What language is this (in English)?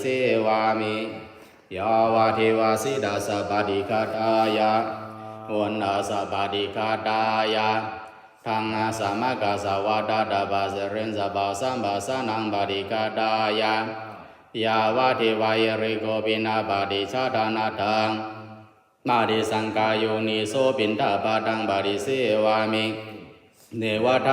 Pali